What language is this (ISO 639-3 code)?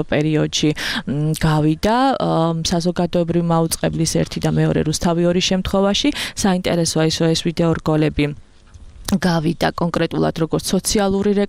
kat